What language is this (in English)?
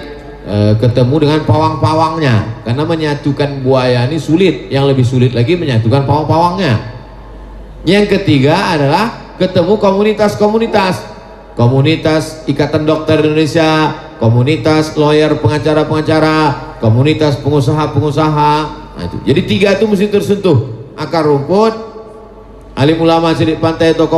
Indonesian